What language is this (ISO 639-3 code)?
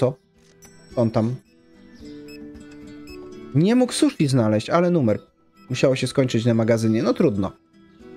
pol